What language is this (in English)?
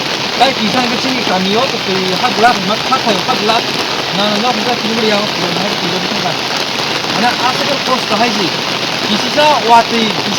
Kok Borok